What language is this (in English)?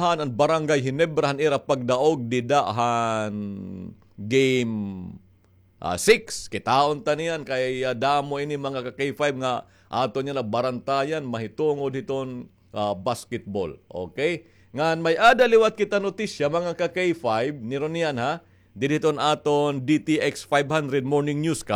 Waray